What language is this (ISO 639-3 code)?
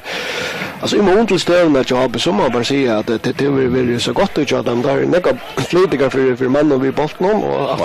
fao